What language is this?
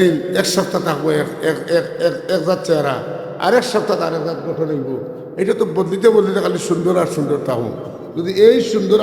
Sylheti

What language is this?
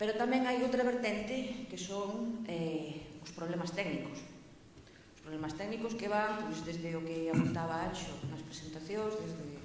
Galician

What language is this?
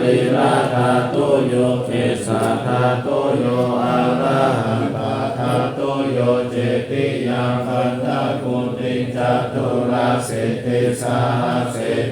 Pali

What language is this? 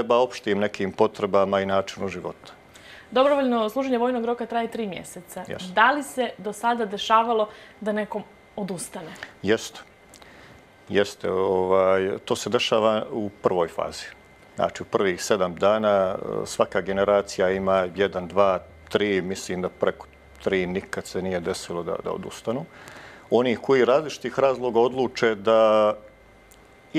Bosnian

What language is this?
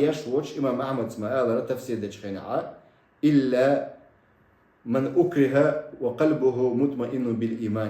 Chechen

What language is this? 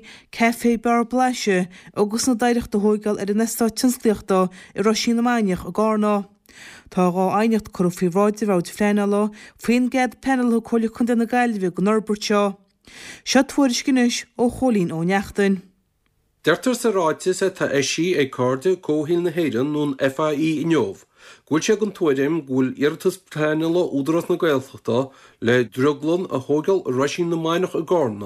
Irish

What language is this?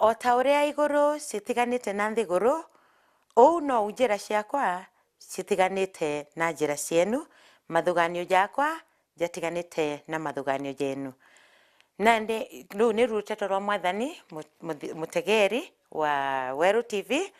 Meru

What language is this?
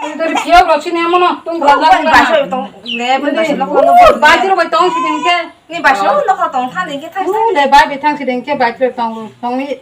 Kok Borok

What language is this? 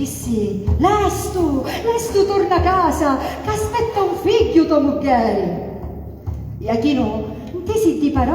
Sicilian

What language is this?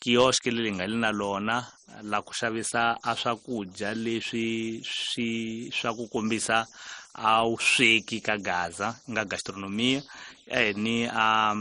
Tsonga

